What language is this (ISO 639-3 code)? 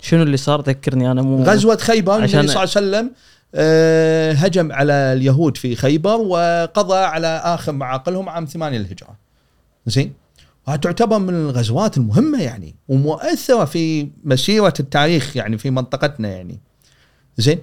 afb